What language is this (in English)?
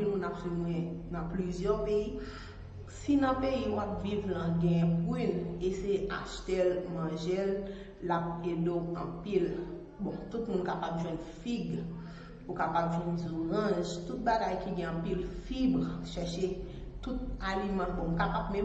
Haitian Creole